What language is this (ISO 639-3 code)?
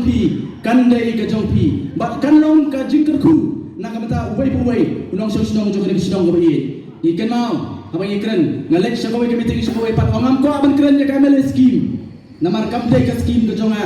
kha